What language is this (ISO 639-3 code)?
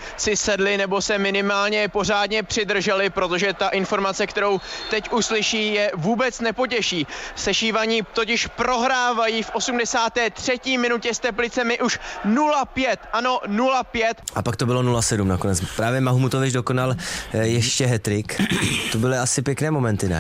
ces